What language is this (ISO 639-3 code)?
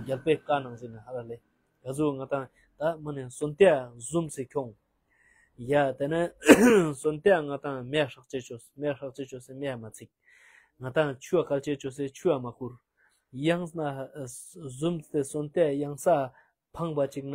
lbj